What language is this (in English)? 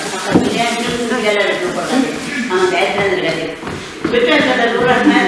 Bashkir